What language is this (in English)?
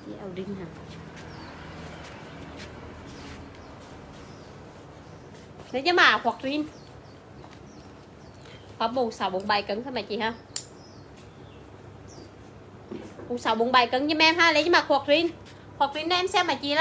Vietnamese